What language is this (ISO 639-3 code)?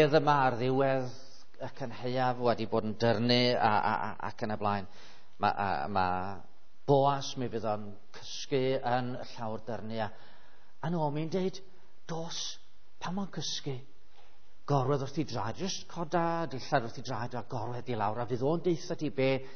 cym